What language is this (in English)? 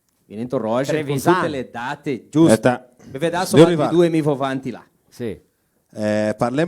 Venetian